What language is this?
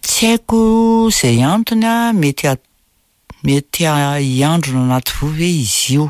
Malagasy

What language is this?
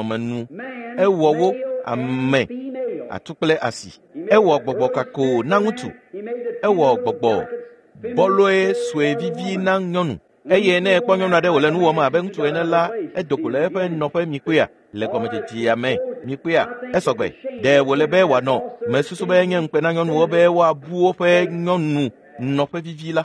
Ewe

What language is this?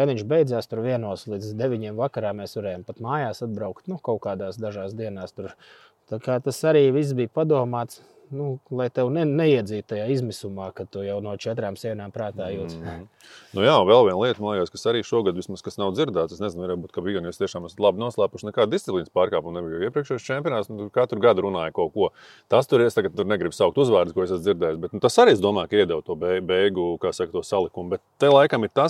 Latvian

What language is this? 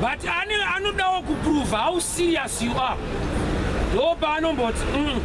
Shona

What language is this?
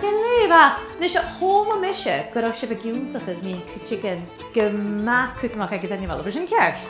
Scottish Gaelic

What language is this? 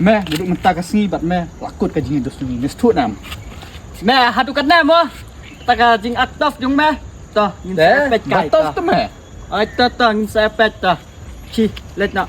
Khasi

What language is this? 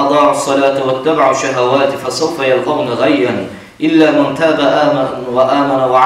Kumyk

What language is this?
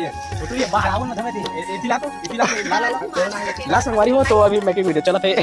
Chhattisgarhi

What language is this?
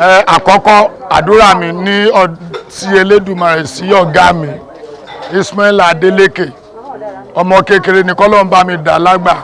Yoruba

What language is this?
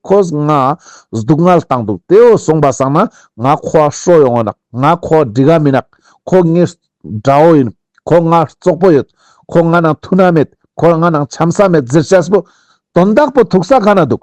Ladakhi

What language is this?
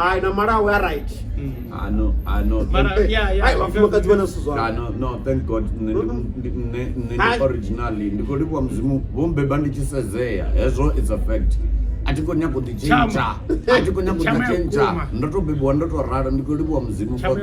Venda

